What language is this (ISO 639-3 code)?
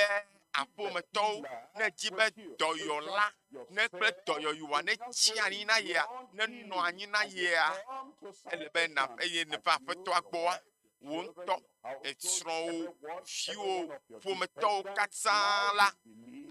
ewe